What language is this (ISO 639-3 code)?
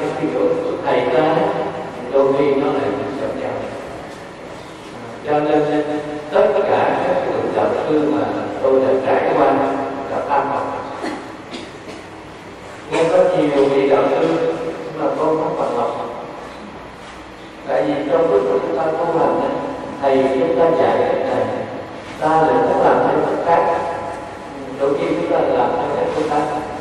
vie